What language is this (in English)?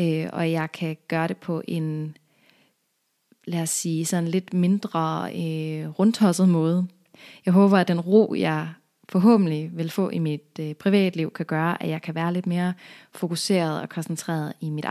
Danish